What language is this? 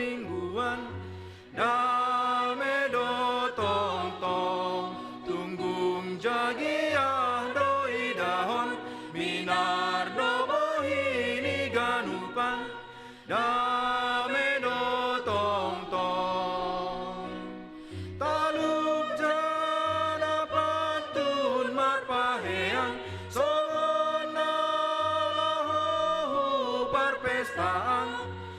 Batak Simalungun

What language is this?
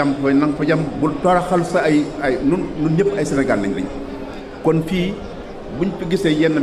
Wolof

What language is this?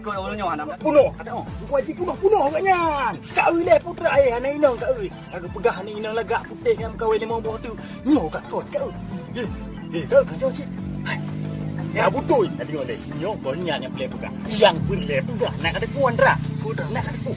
Achinese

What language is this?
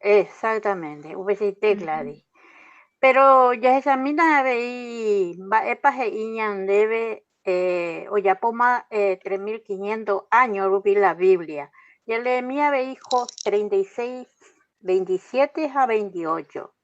Guarani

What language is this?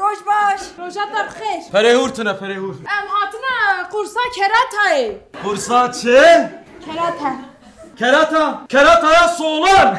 Kurdish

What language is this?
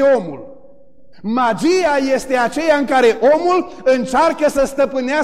Romanian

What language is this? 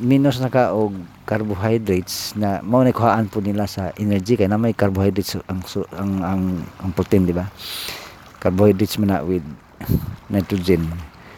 Cebuano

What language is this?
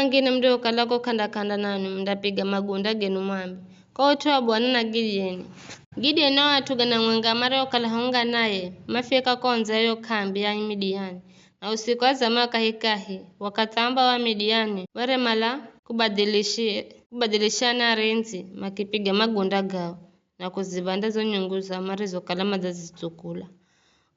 Giryama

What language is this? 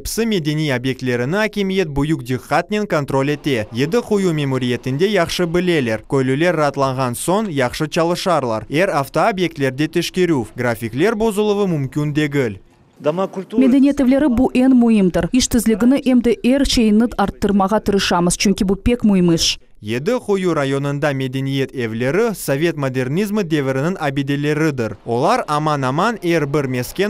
Crimean Tatar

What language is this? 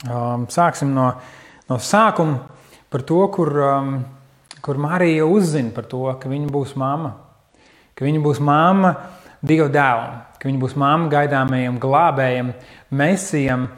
Latvian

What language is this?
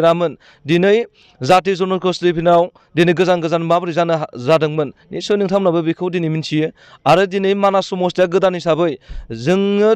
Bodo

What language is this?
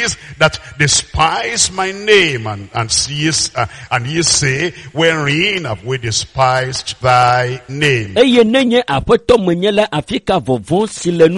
Ewe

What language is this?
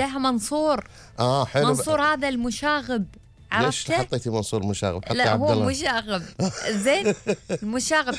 Gulf Arabic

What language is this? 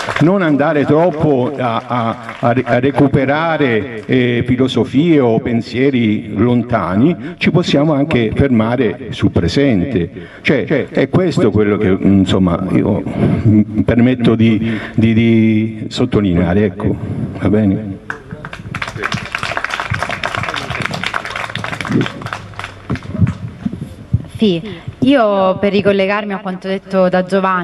Italian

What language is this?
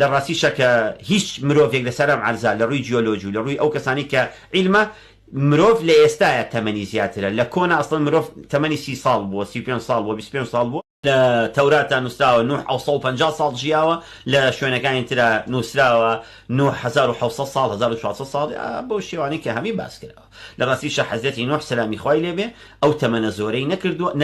Central Kurdish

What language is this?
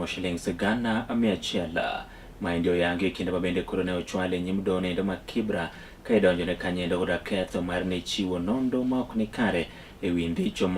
Luo (Kenya and Tanzania)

